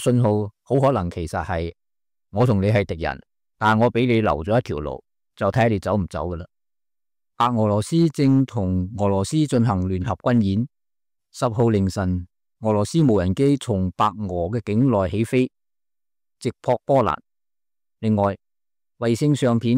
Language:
Cantonese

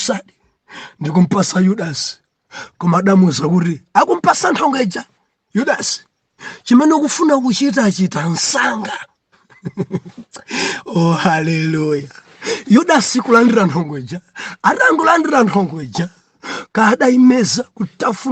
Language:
Nyanja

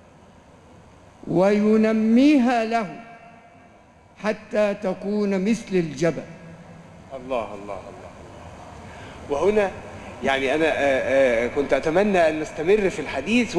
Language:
Arabic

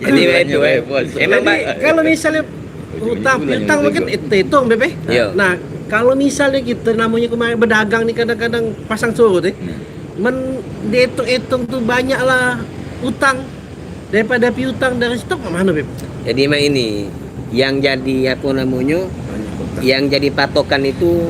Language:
Musi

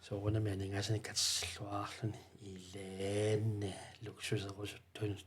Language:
Kalaallisut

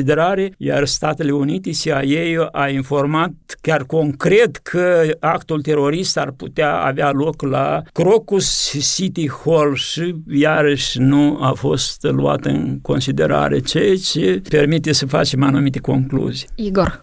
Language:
Romanian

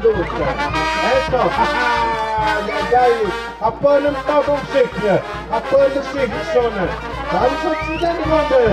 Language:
Tlahuitoltepec Mixe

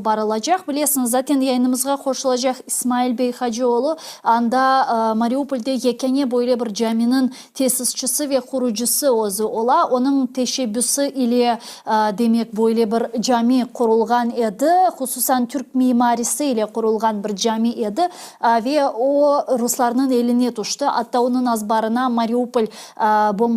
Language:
Crimean Tatar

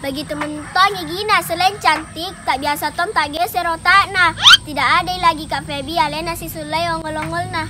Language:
Makassar Malay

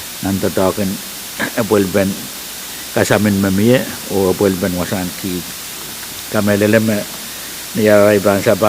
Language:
Pohnpeian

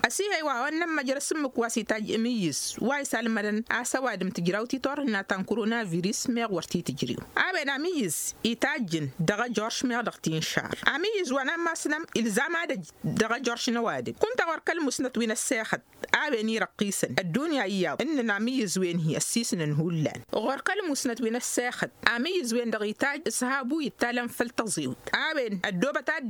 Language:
Tamasheq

